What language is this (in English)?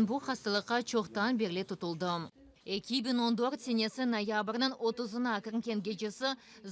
Crimean Tatar